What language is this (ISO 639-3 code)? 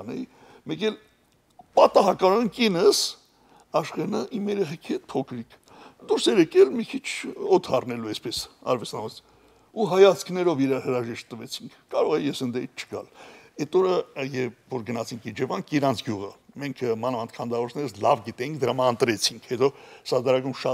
hye